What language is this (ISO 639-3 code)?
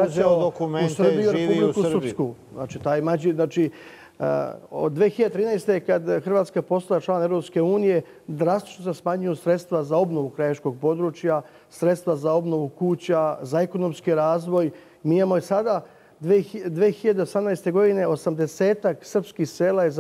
srp